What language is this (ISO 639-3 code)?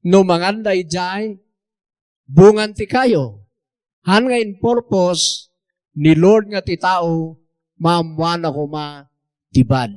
ilo